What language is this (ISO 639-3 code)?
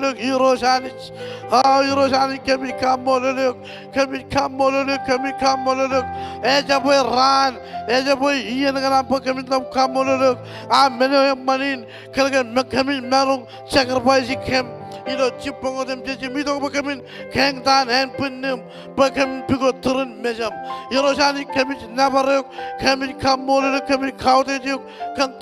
mah